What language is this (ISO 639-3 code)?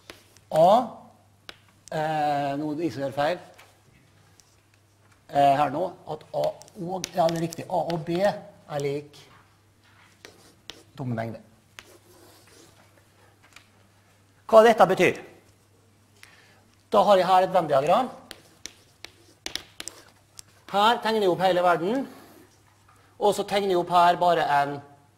nor